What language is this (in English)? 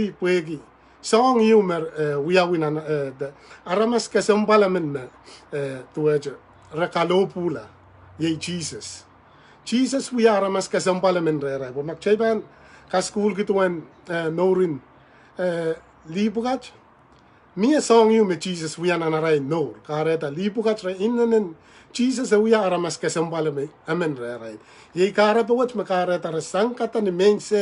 Pohnpeian